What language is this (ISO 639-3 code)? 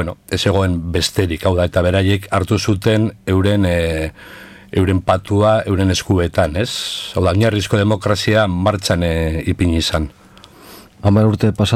eus